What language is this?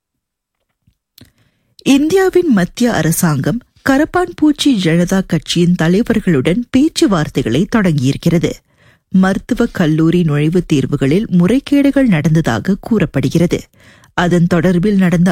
Tamil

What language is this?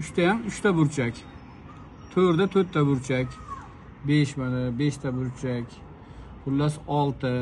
Uzbek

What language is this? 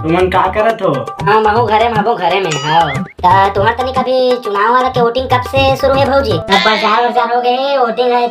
Chhattisgarhi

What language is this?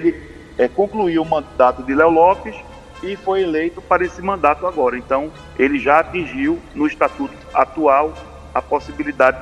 Portuguese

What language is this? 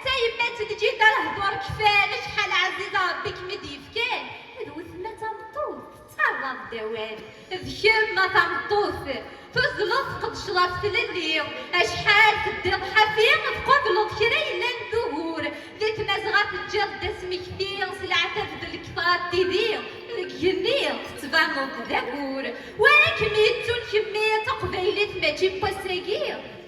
Kabyle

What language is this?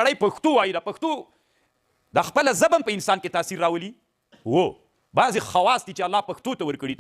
Pashto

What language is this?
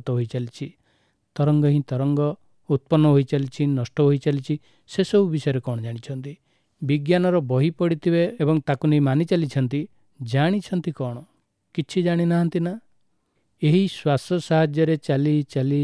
Odia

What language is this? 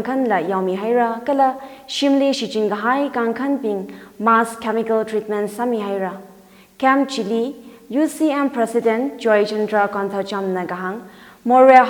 Tangkhul Naga (India)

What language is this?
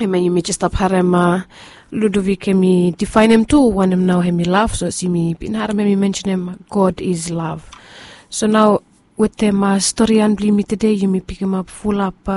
Bislama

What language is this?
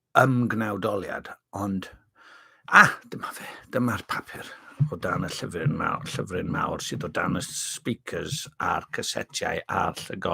Welsh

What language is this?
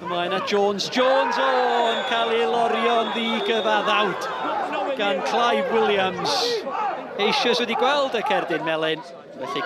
Welsh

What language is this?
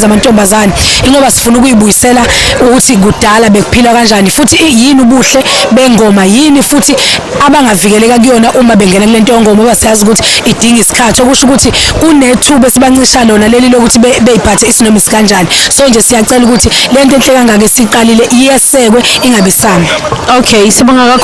Zulu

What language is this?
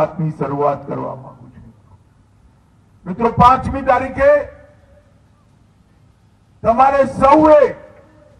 Gujarati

